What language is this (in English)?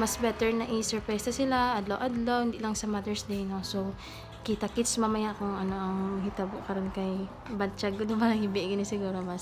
Hiligaynon